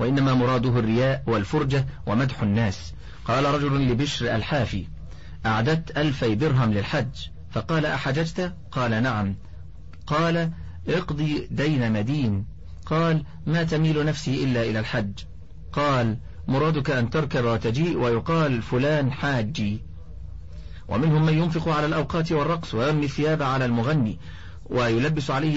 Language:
Arabic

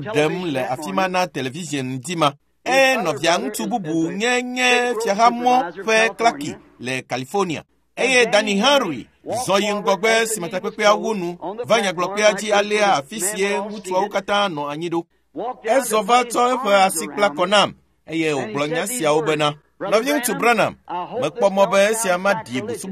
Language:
Ewe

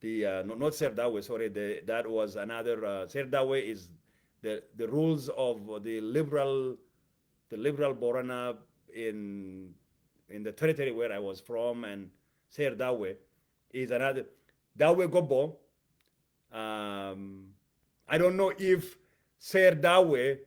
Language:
English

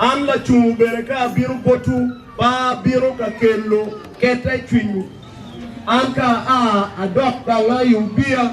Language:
Acoli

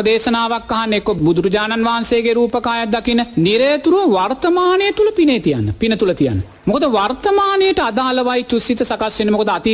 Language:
Sinhala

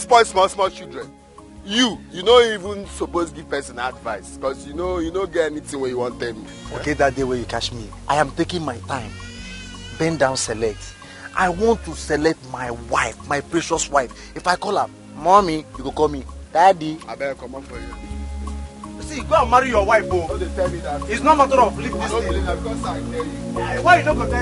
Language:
Nigerian Pidgin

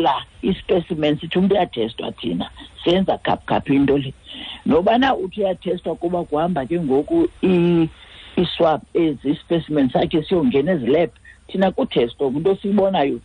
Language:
Xhosa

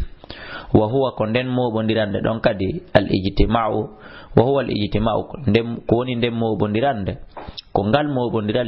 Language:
Fula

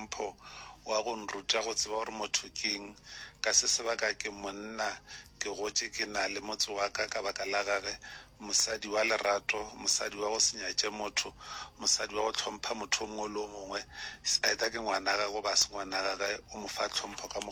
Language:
Northern Sotho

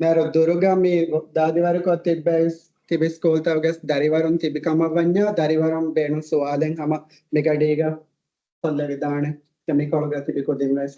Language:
Divehi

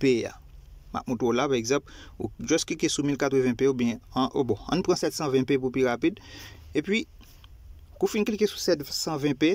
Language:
Haitian Creole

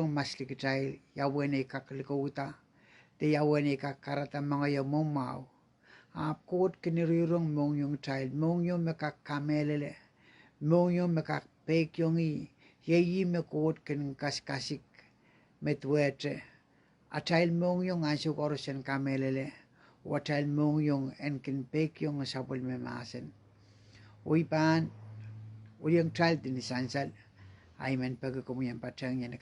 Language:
Pohnpeian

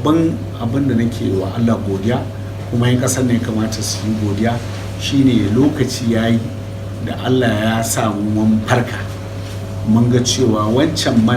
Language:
Hausa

